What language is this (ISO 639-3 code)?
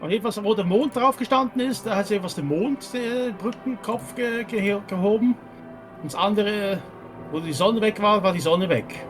gsw